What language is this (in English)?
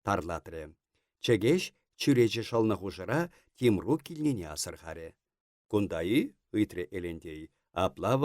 Chuvash